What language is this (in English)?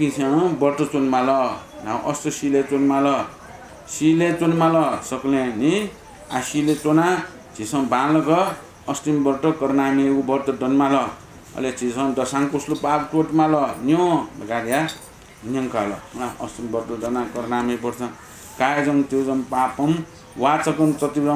Newari